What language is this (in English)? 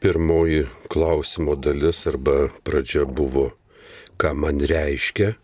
Lithuanian